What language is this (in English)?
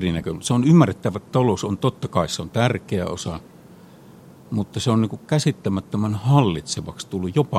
Finnish